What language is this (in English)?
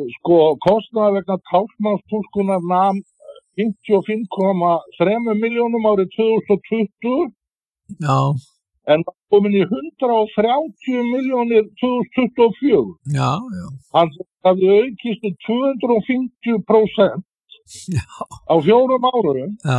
Icelandic